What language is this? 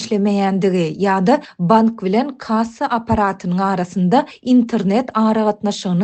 Turkmen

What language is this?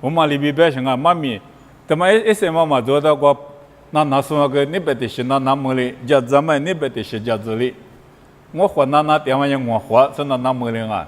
Lisu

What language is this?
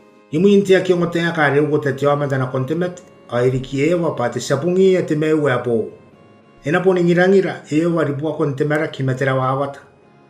Gilbertese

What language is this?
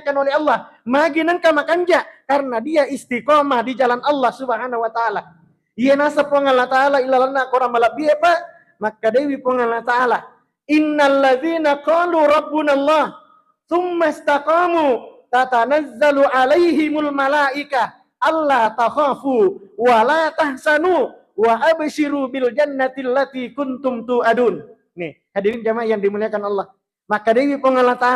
Buginese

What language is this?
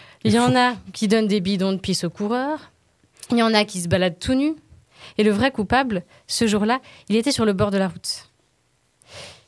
French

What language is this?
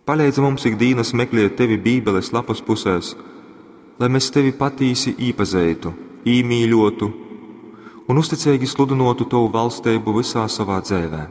Latgalian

